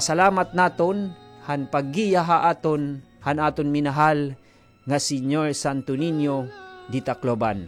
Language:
Waray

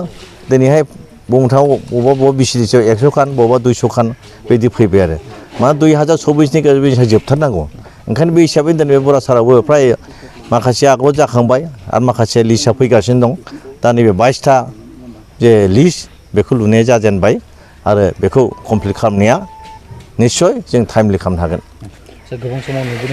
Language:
Bodo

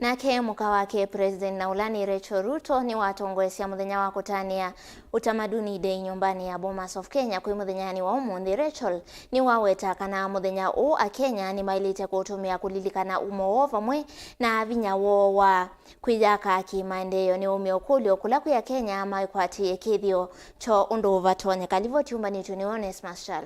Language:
Kamba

